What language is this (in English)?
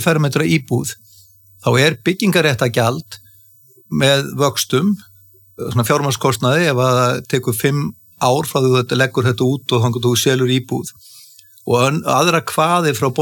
Icelandic